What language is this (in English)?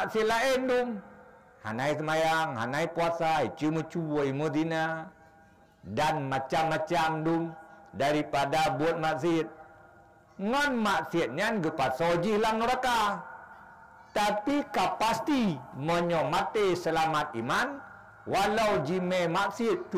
Achinese